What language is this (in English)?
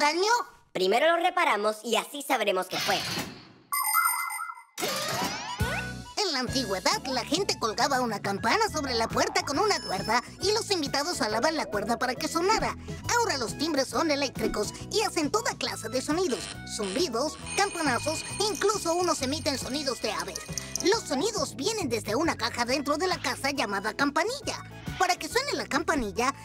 Spanish